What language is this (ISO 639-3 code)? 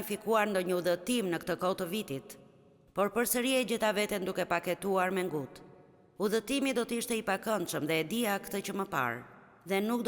sqi